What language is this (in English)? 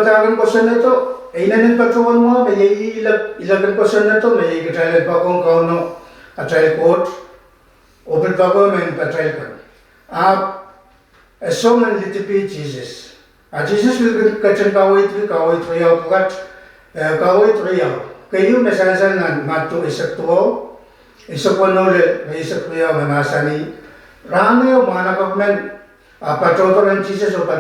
Pohnpeian